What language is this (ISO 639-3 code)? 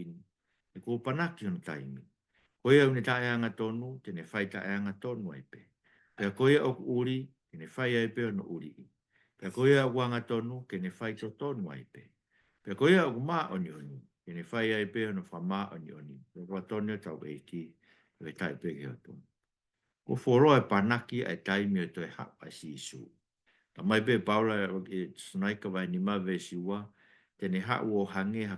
ton